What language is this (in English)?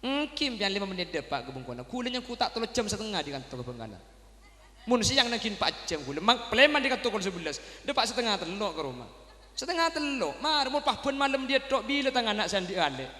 Madurese